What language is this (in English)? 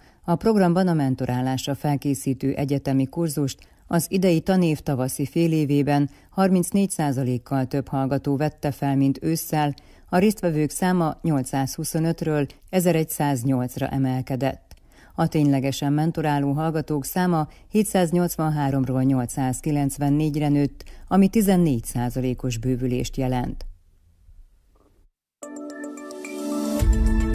Hungarian